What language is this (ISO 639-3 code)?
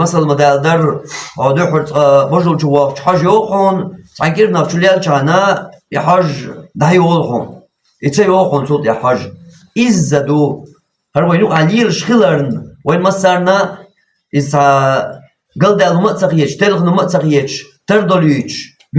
che